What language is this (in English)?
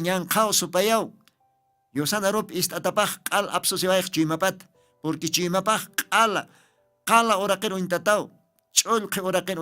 Aymara